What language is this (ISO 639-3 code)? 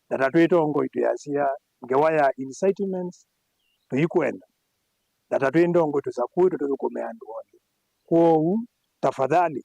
kam